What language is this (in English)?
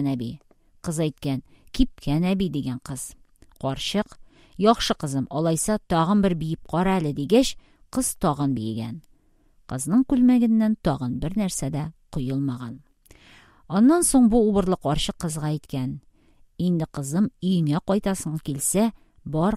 Tatar